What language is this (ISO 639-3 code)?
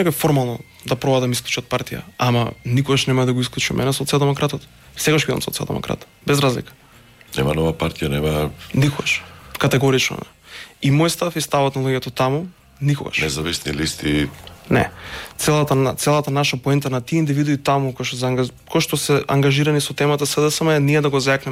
mkd